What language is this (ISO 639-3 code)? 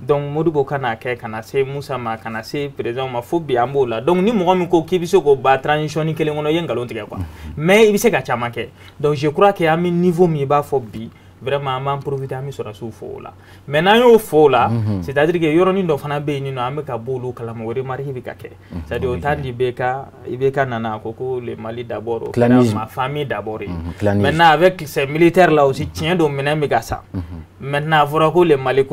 bam